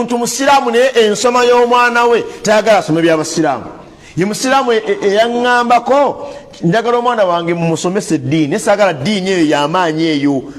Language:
Ganda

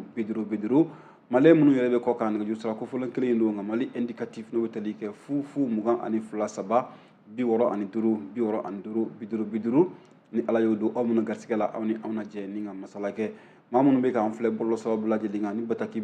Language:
Bambara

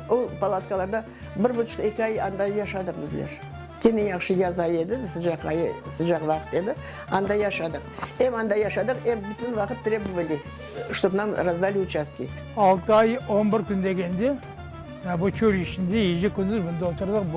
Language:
Crimean Tatar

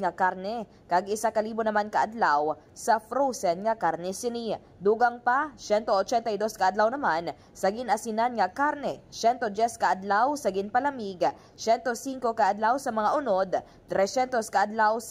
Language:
Hiligaynon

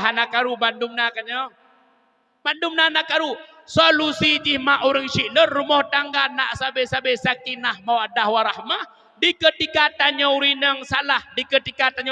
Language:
Achinese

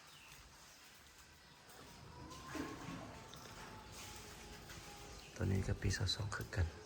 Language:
Lao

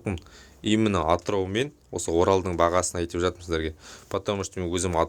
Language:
Kazakh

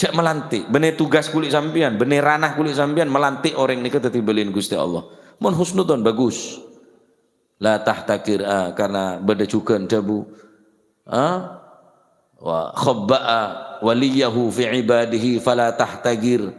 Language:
Madurese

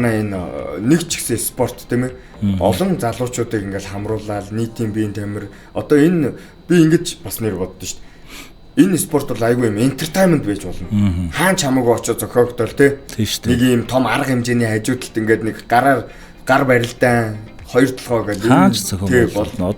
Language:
Mongolian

